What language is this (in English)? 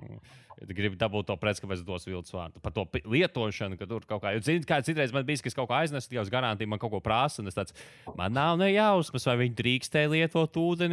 Latvian